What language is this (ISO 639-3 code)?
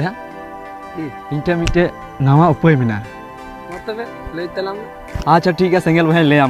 sat